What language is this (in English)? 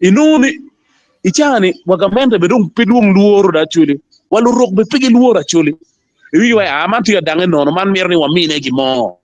Acoli